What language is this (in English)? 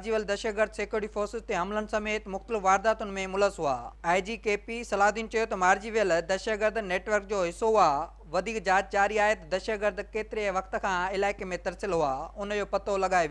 Sindhi